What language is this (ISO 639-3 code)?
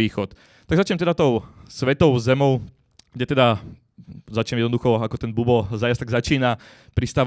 slk